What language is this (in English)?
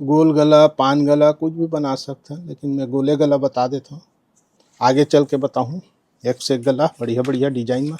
Chhattisgarhi